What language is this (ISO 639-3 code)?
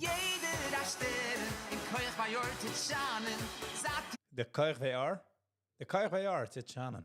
yid